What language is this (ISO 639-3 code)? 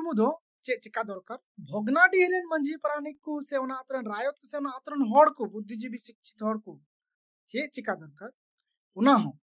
sat